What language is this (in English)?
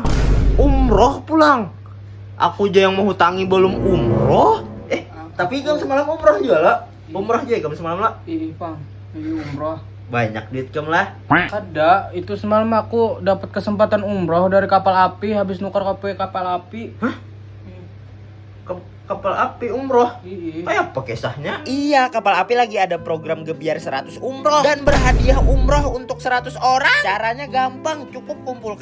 Banjar